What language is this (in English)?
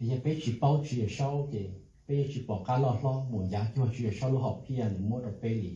Hmong